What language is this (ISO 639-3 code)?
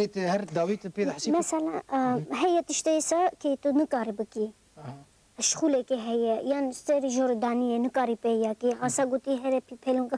kur